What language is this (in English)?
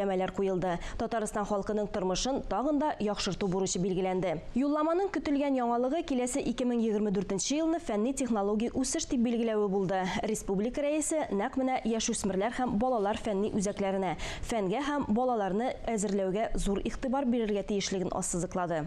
Tatar